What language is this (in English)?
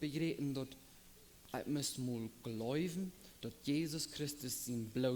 Plautdietsch